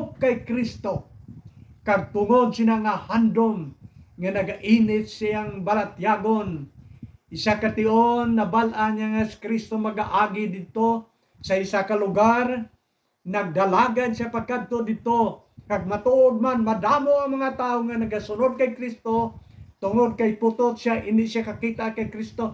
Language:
Hiligaynon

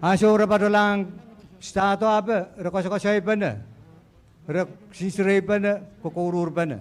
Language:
Pohnpeian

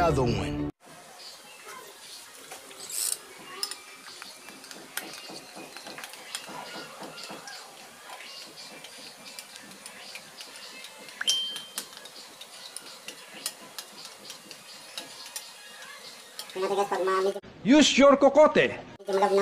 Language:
Filipino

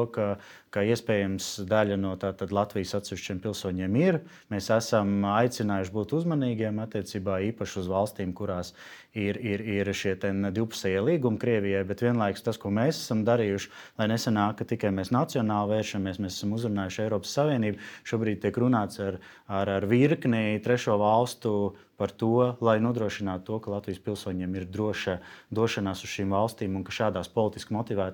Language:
Latvian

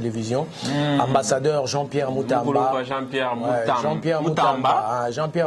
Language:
Luba-Lulua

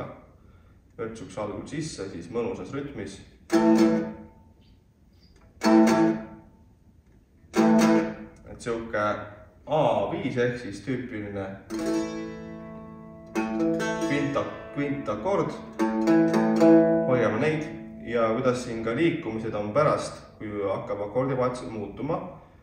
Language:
Estonian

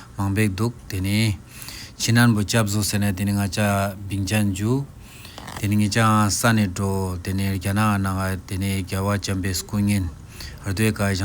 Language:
Ladakhi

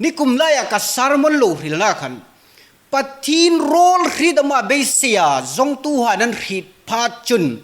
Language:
Hmar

